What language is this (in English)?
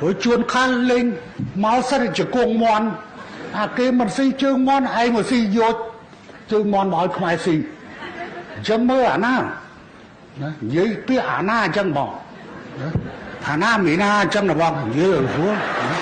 Khmer